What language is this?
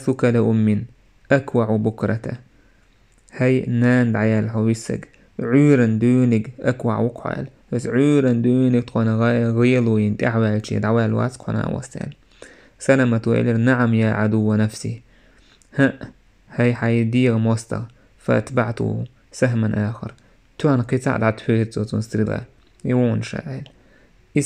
Chechen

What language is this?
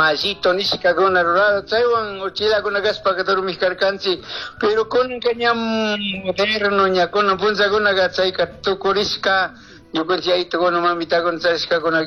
Chimborazo Highland Quichua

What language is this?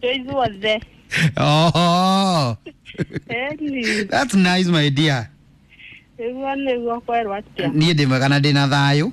Kikuyu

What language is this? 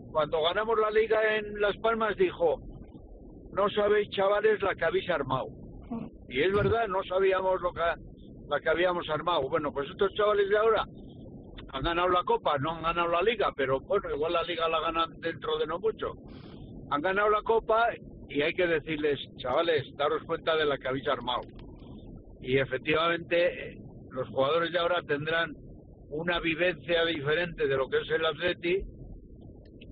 Spanish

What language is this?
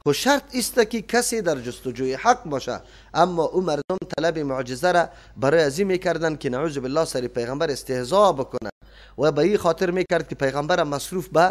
Persian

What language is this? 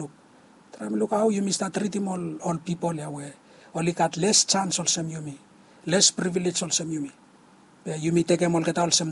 Bislama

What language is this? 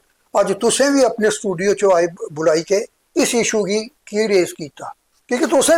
Dogri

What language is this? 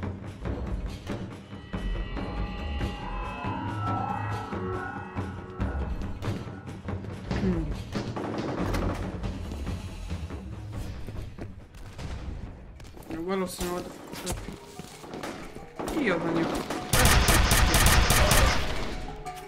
Hungarian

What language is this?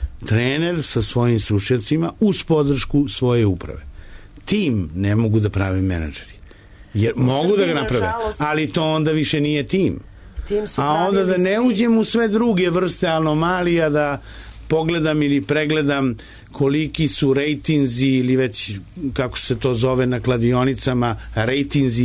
Serbian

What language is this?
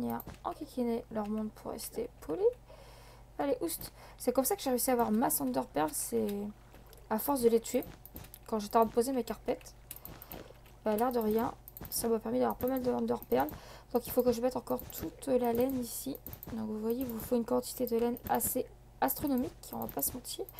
French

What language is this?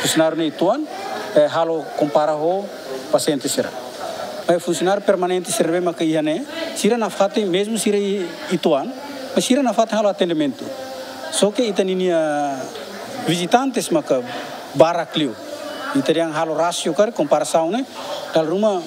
Tetum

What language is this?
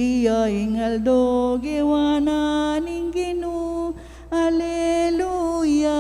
Pampanga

